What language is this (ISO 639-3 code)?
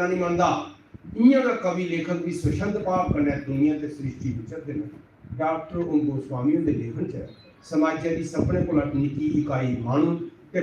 doi